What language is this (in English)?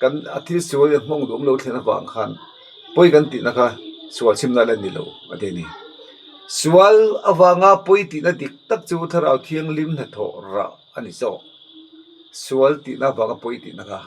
Mizo